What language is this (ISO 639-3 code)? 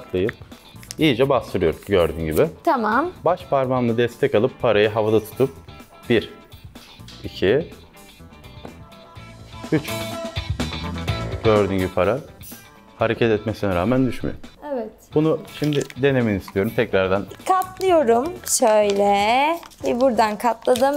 tur